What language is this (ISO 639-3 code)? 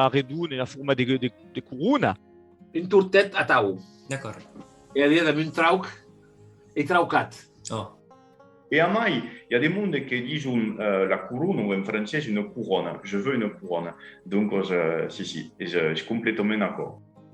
oci